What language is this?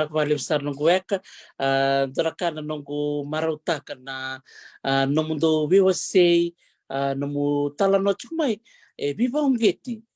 Fijian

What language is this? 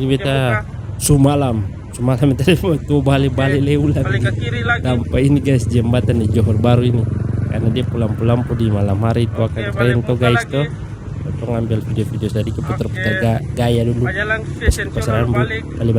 Ambonese Malay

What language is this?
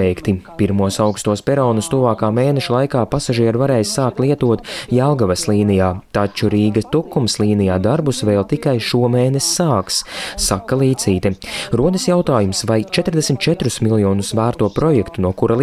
Latvian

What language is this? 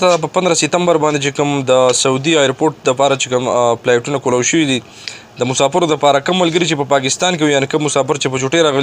Pashto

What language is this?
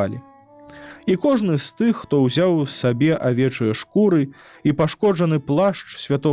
Belarusian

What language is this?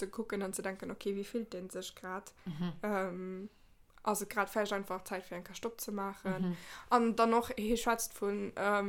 Luxembourgish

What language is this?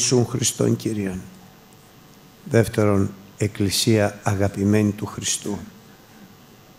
Greek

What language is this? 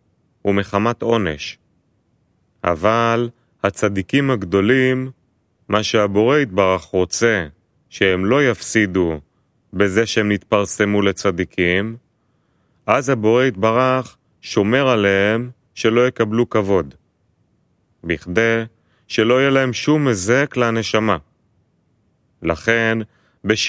Hebrew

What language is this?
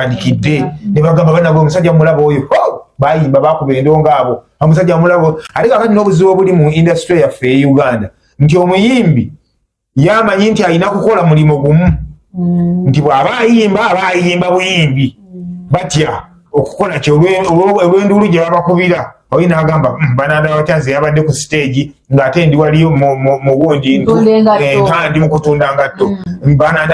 Ganda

